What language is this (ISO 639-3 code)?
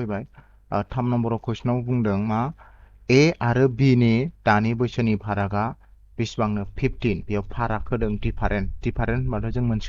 brx